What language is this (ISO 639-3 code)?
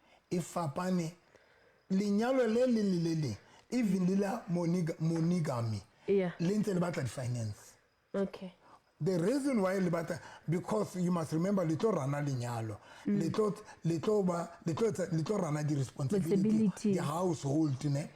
sot